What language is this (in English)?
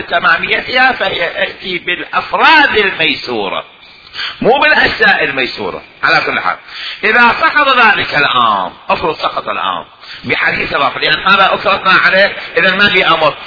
Mesopotamian Arabic